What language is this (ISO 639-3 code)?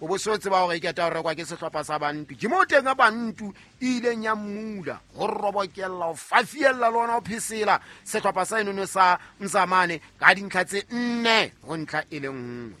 sot